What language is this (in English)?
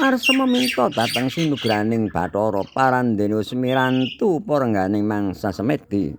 Javanese